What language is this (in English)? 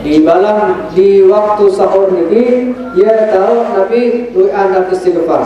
Sasak